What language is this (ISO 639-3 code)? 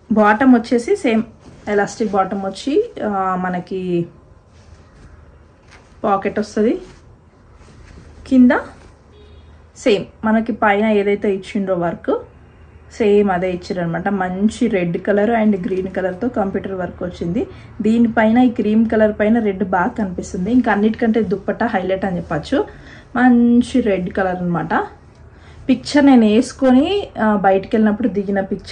tel